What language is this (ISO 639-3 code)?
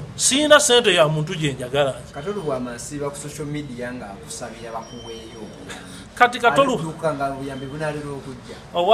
lug